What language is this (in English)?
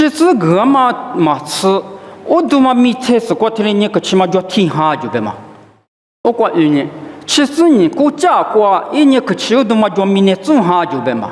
Lisu